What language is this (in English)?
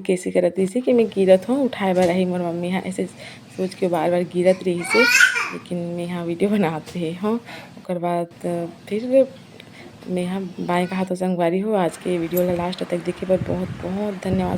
Chhattisgarhi